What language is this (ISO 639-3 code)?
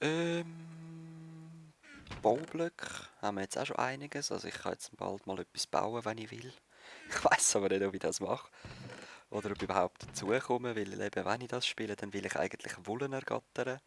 gsw